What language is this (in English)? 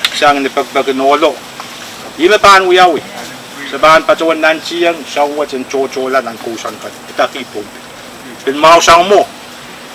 Pohnpeian